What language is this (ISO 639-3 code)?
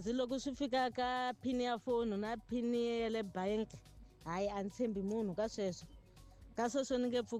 tso